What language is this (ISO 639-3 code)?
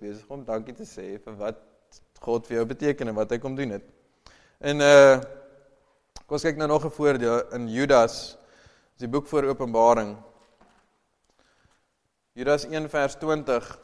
afr